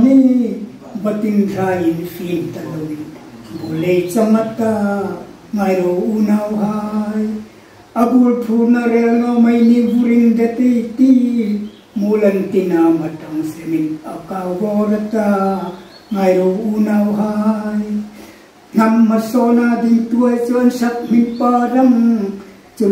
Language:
Hmar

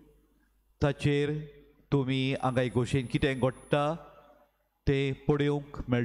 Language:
Konkani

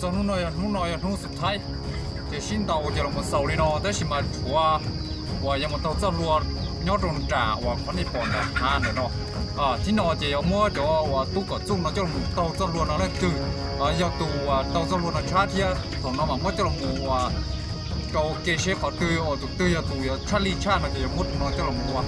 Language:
Hmong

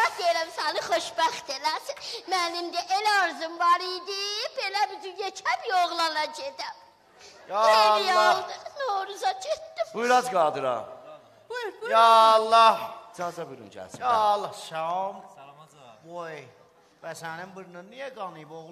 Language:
South Azerbaijani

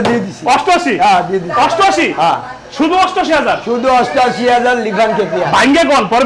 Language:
Bangla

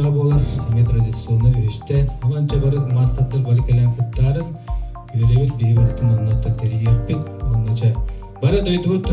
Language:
Yakut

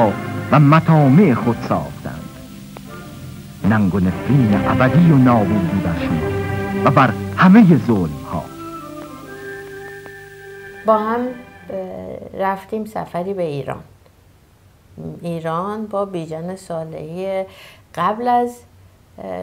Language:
Persian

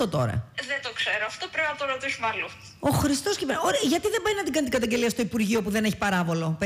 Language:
Greek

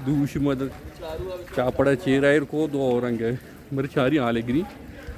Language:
Baluchi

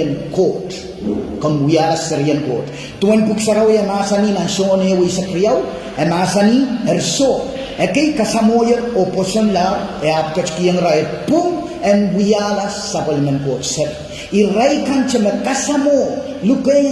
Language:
Pohnpeian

